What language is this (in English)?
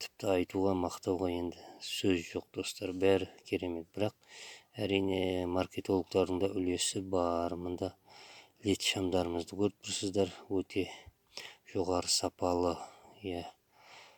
Kazakh